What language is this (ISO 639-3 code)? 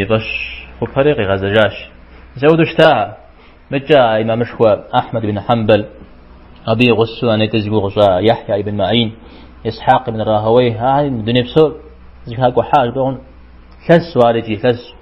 kbd